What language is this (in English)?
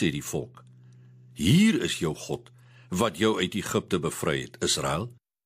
Afrikaans